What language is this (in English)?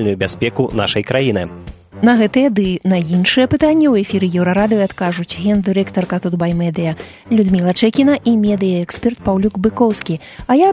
Belarusian